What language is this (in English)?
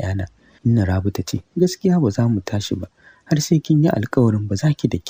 Hausa